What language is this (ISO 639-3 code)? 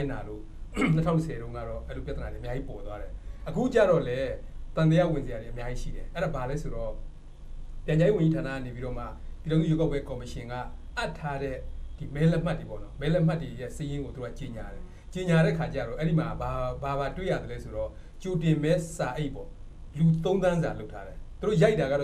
mya